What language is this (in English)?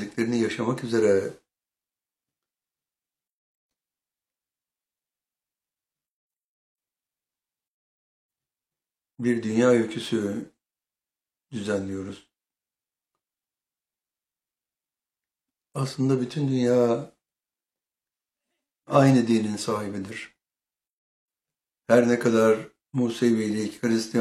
Turkish